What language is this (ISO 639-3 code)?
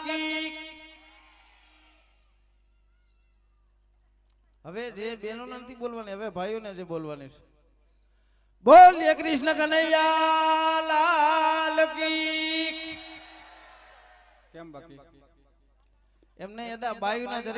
guj